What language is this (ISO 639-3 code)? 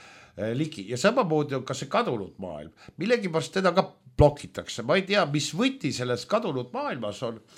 est